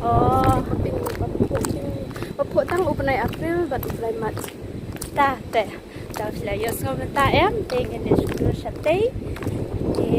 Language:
Khasi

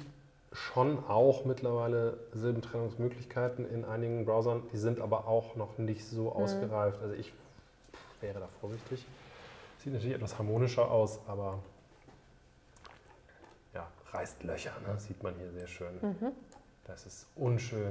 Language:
German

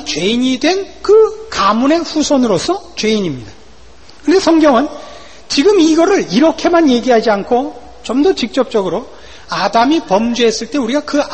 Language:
Korean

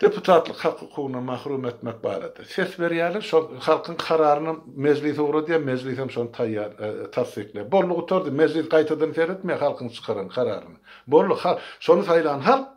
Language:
Turkmen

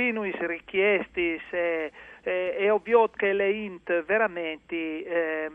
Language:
Friulian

